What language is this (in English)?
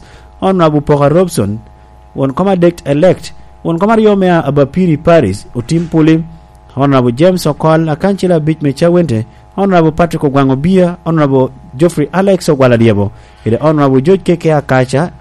Lango (Uganda)